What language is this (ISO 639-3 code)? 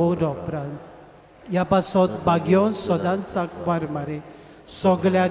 kok